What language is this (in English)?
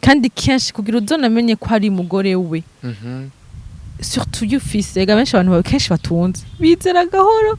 Rundi